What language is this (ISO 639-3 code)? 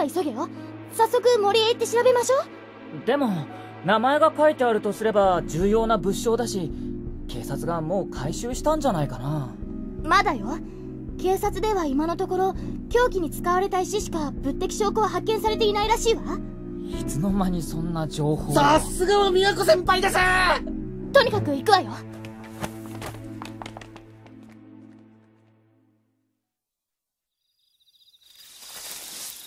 jpn